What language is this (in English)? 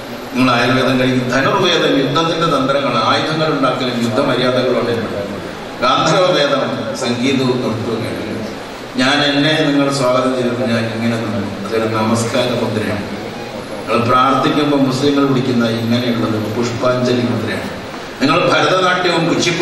Malayalam